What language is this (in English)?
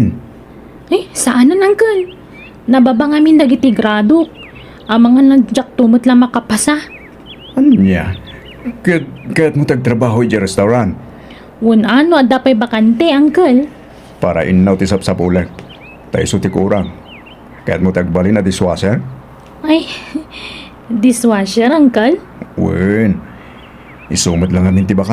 Iloko